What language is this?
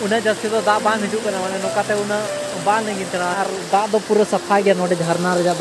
Santali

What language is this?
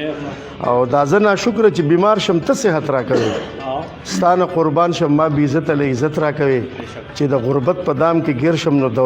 Pashto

